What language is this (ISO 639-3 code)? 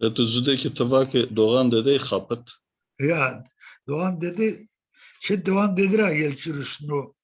zza